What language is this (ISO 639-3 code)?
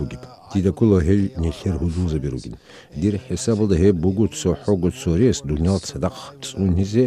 ava